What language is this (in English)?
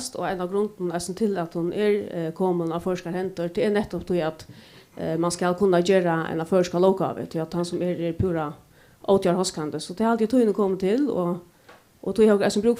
Faroese